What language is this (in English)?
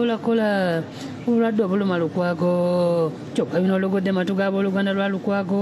Ganda